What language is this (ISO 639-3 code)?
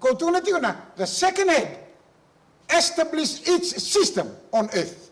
fij